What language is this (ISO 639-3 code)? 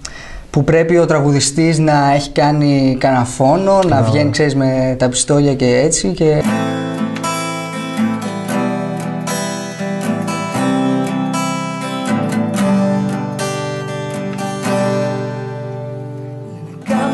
ell